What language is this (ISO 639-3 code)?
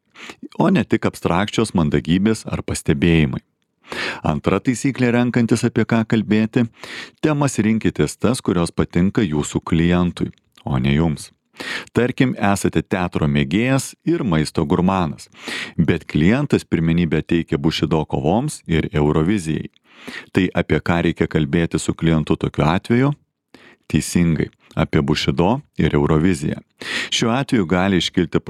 lit